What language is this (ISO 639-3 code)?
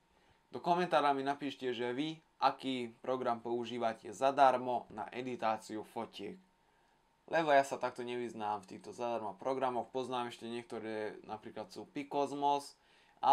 slk